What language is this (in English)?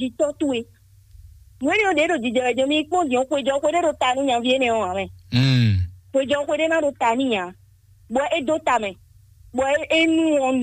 Fon